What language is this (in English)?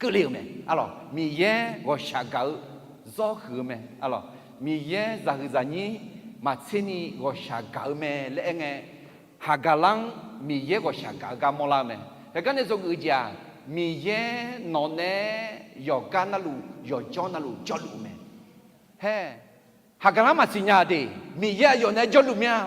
Akha